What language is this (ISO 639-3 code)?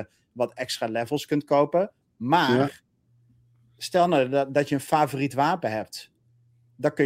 nld